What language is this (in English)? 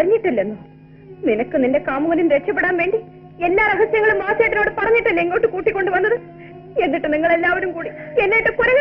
Malayalam